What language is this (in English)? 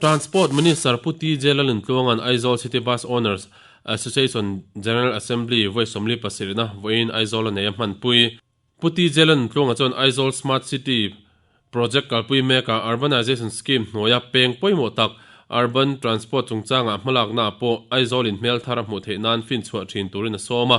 Mizo